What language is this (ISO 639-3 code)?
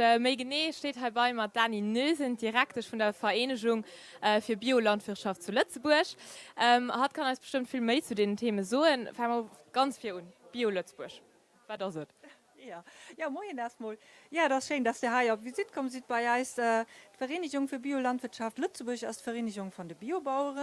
ltz